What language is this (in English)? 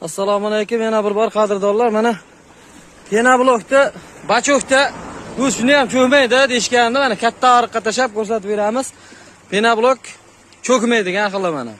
Uzbek